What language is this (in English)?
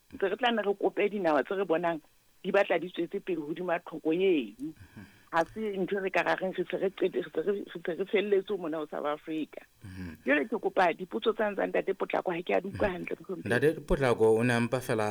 Southern Sotho